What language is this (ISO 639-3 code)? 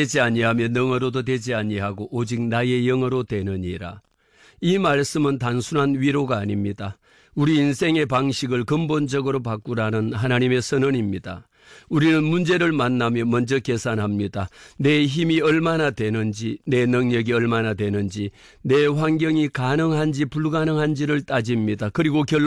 kor